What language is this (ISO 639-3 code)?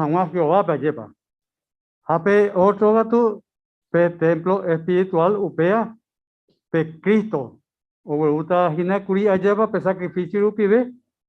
grn